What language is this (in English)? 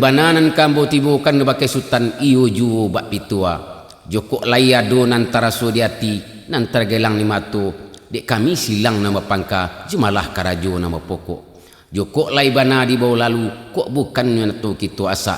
Minangkabau